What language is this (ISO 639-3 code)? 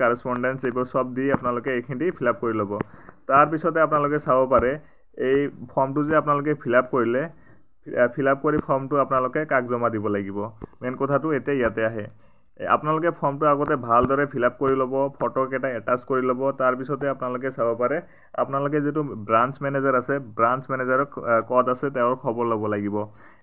asm